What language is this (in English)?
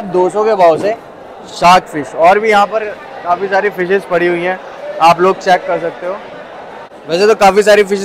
Hindi